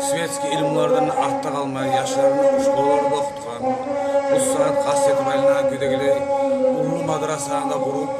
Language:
Kumyk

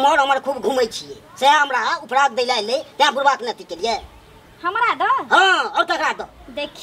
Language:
Maithili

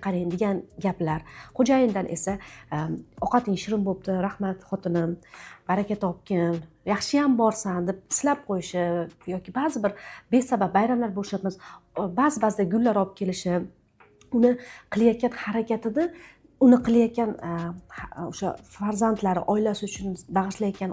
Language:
Uzbek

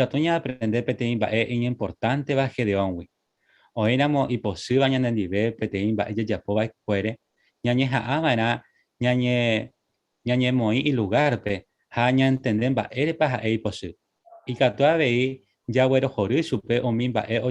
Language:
Guarani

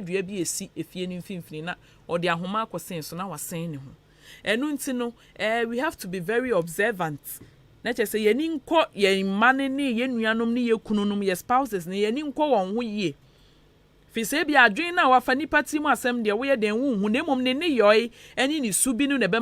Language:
Akan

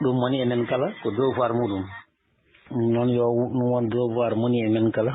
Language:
Fula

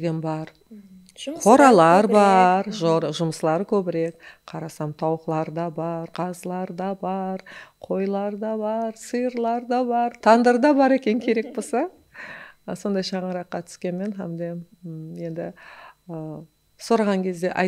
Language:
Kara-Kalpak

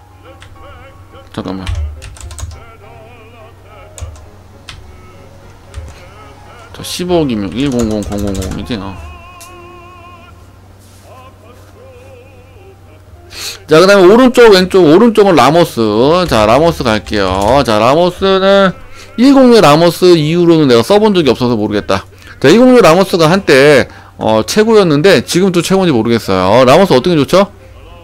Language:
Korean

